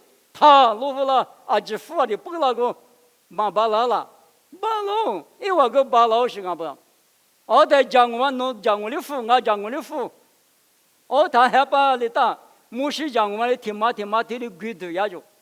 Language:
Lisu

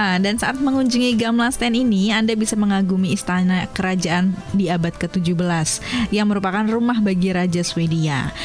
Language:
Indonesian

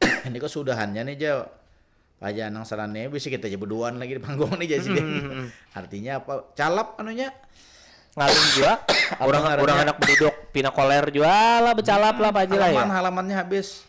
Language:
Banjar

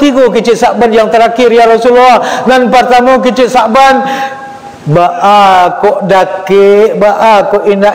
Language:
Minangkabau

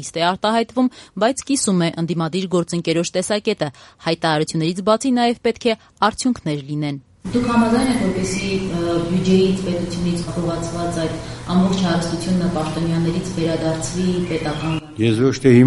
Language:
Armenian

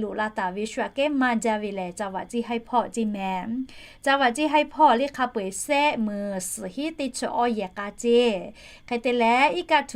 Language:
Lahu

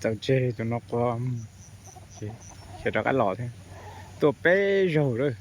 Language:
Hmong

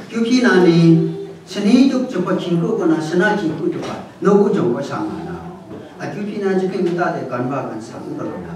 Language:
Kachin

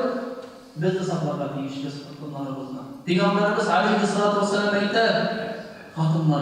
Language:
Tatar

